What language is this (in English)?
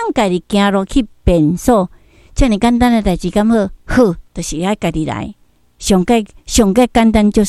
Min Nan Chinese